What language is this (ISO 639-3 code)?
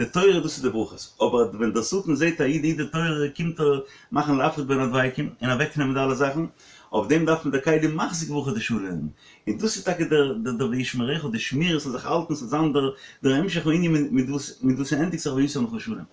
yid